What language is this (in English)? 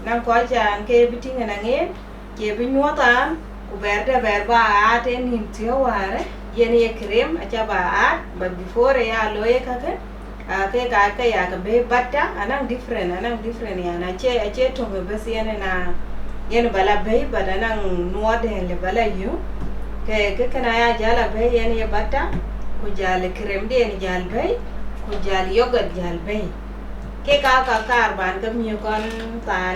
Dinka